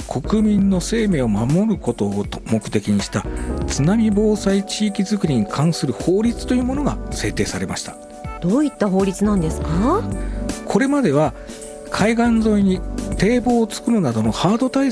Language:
Japanese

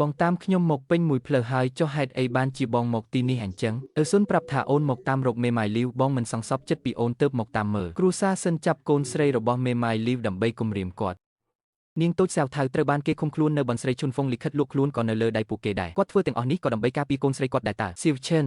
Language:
Khmer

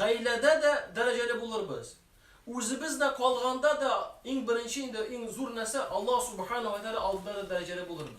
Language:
Tatar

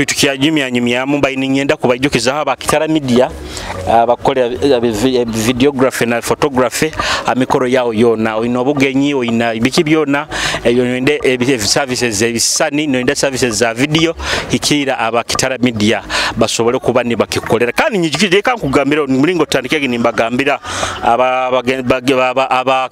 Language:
Nyoro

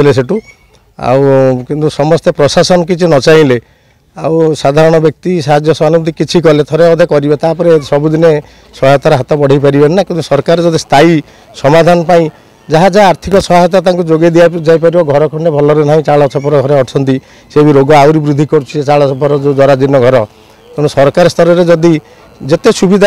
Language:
Odia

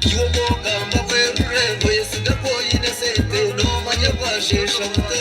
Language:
Nyankole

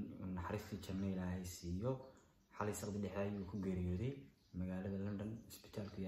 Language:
Somali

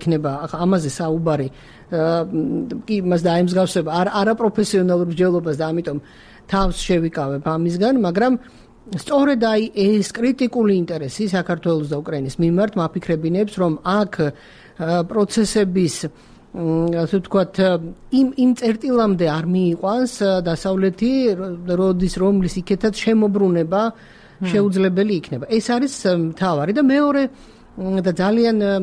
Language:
Georgian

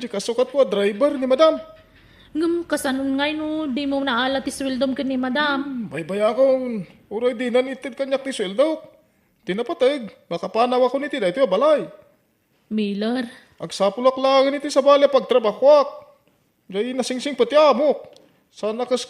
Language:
Iloko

